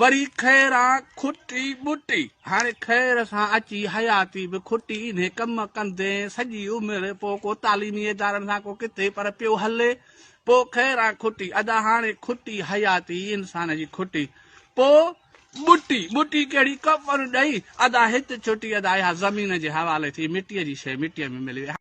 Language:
Sindhi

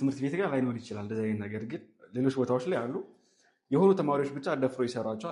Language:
Amharic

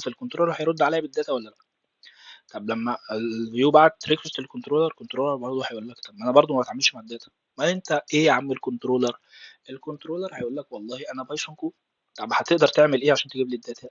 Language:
Egyptian Arabic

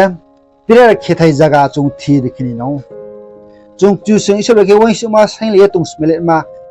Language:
Riang (India)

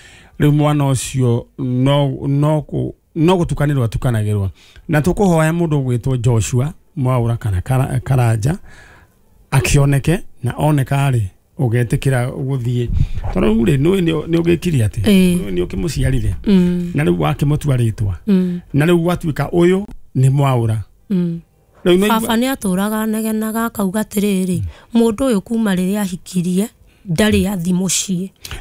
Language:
Kikuyu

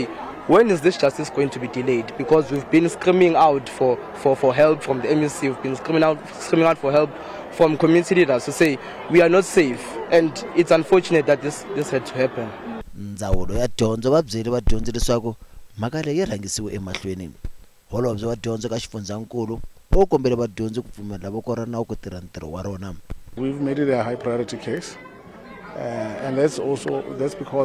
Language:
Tsonga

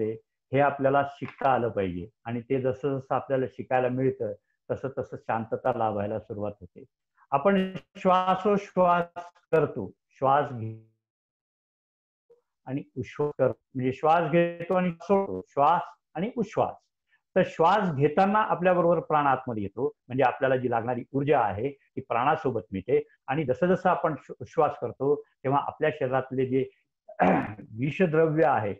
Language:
Marathi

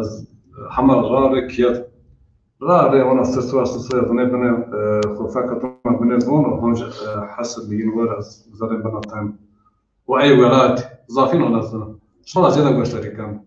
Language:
Zaza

